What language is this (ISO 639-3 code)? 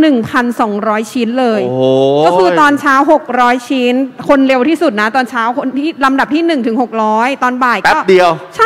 tha